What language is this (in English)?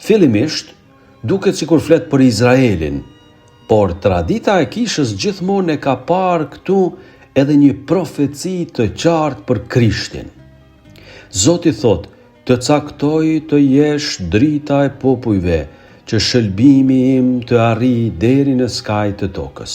Albanian